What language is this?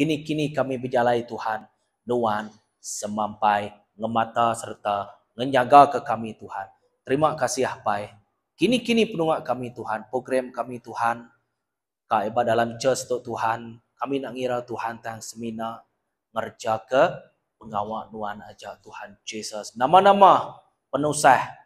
Iban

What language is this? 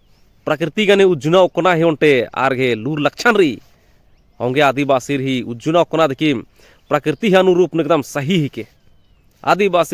Kurukh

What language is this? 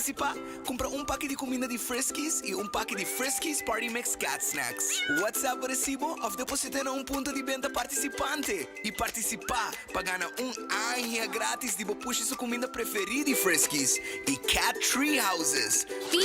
Papiamento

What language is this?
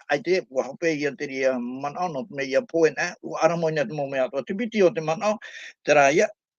Tahitian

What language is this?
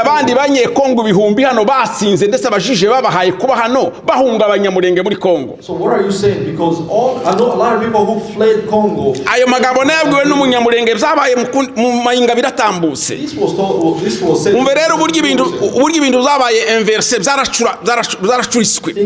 Kinyarwanda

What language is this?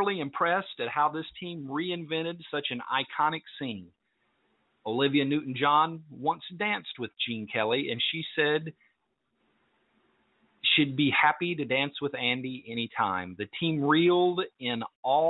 English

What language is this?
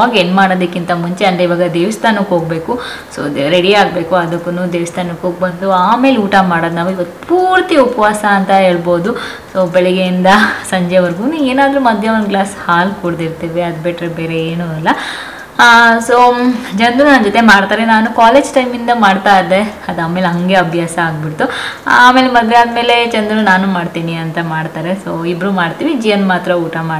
Kannada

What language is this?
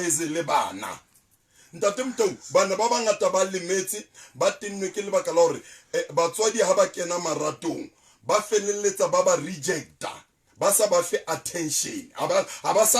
Southern Sotho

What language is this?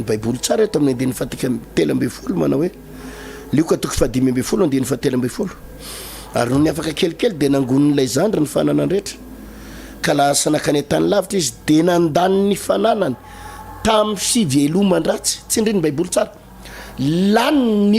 Malagasy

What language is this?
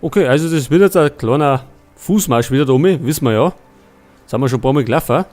Bavarian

